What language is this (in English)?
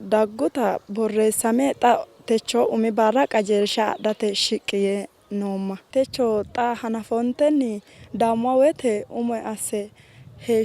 Sidamo